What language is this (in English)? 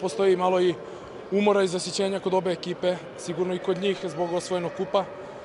Serbian